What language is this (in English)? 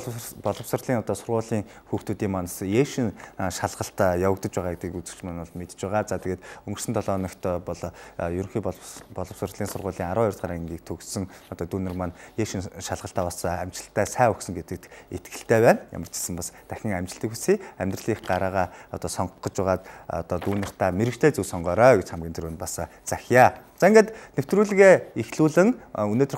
Mongolian